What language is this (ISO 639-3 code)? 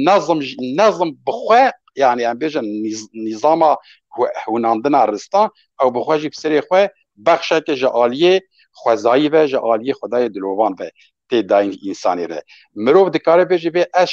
kur